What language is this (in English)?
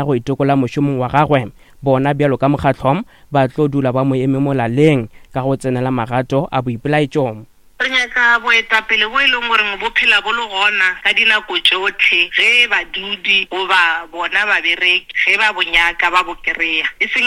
Northern Sotho